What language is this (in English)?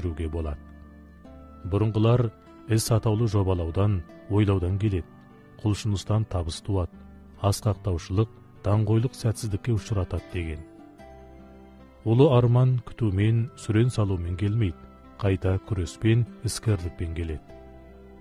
Kazakh